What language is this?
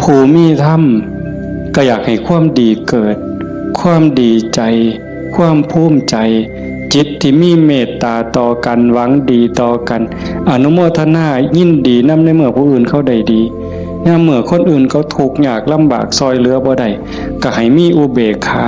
Northeastern Thai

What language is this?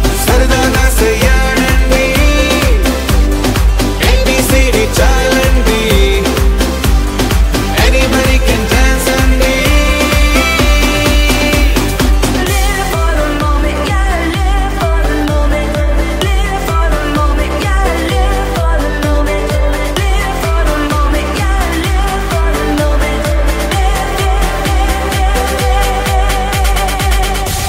Telugu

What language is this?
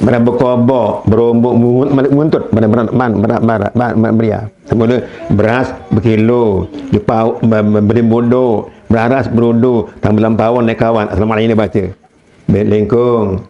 Sasak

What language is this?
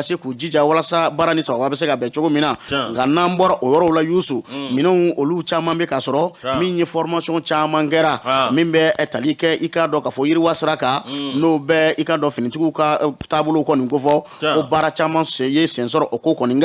Bambara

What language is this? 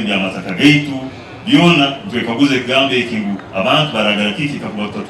Nyankole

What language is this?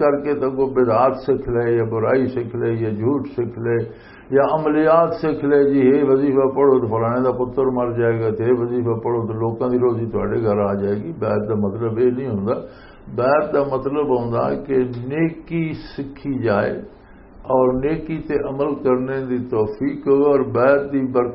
Western Panjabi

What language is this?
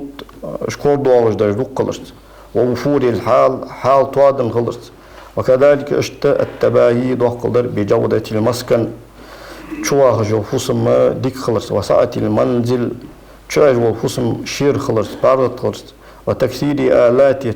Ingush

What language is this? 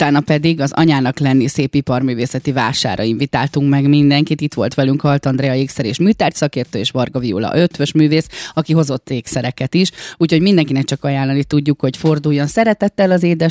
Hungarian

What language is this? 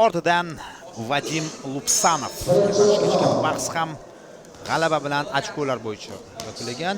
Uzbek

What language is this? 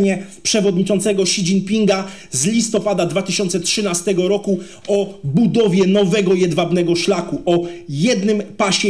Polish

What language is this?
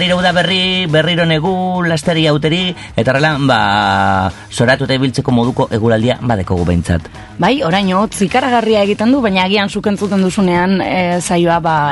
Basque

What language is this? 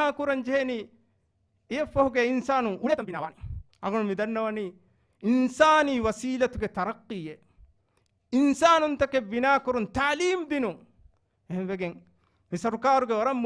Divehi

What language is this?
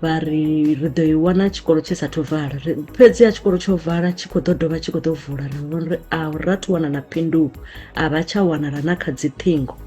Venda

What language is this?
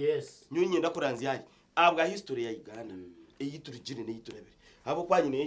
Nyankole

